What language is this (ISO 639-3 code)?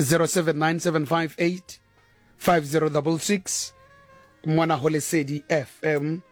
sot